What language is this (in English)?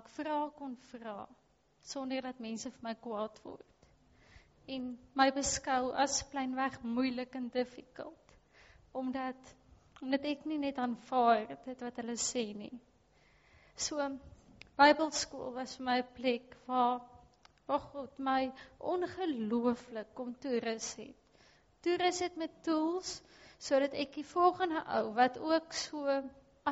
Afrikaans